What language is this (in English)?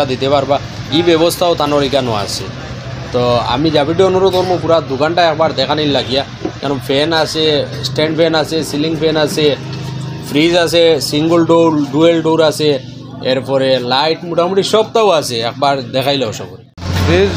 Sylheti